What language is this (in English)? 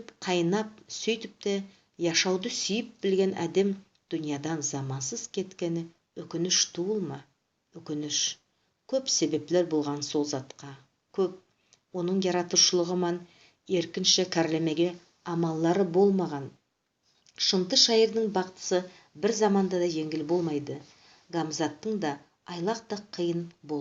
Nogai